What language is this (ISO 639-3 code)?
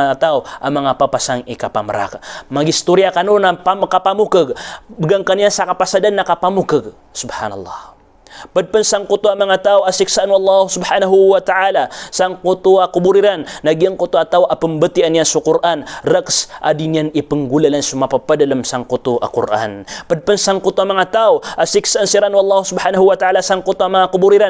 mrw